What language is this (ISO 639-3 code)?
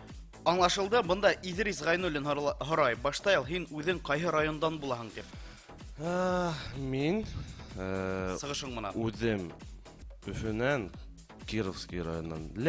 bak